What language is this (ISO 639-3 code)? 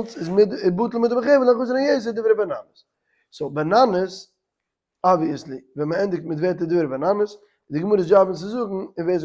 yid